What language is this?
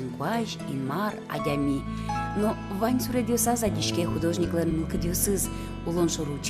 Udmurt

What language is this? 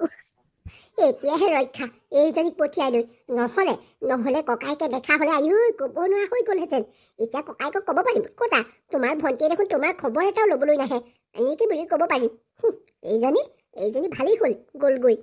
Assamese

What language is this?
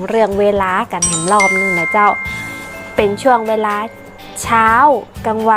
Northern Thai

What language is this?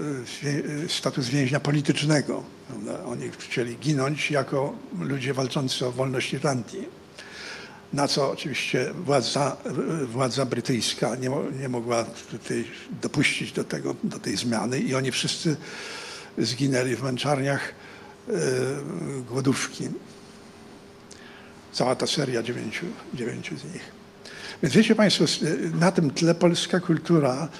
Polish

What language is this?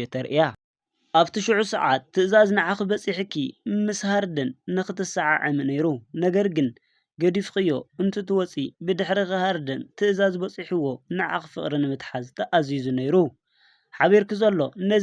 Tigrinya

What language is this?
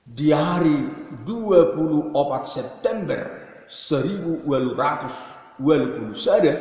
Batak Toba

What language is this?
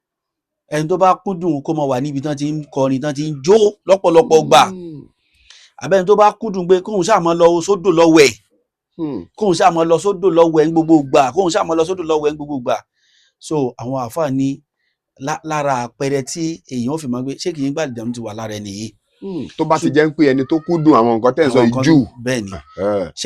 Yoruba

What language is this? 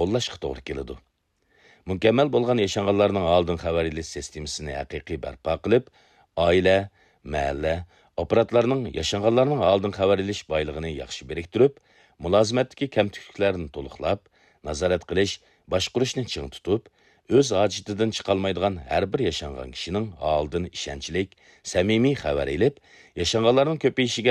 Uyghur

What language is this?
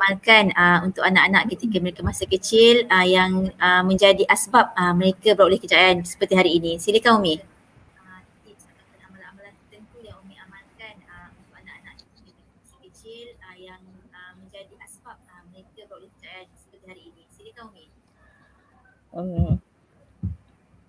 Malay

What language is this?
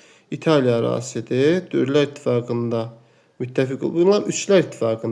Azerbaijani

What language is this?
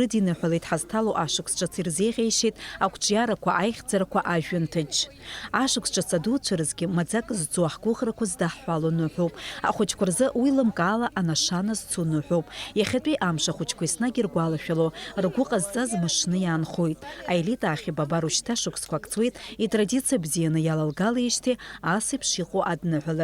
Abkhazian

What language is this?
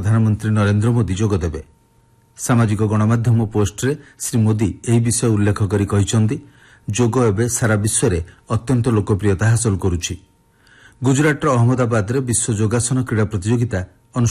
Odia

